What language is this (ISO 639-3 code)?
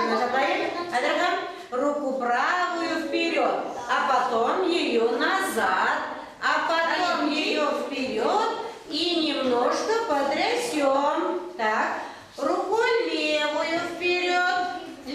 chv